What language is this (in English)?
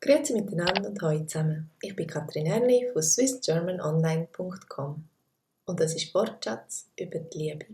Swiss German